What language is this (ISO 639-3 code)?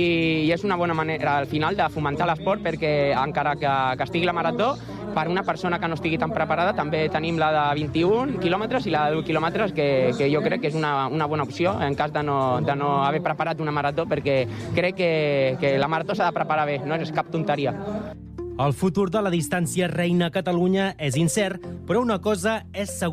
cat